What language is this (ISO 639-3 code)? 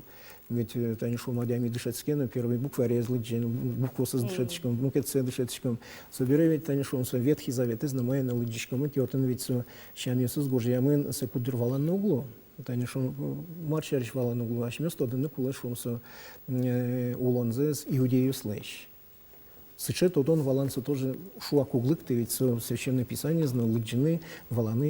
udm